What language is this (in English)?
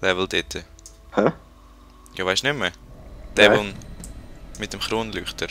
Swiss German